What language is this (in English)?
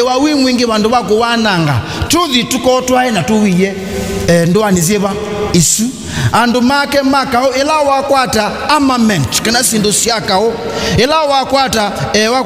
Kamba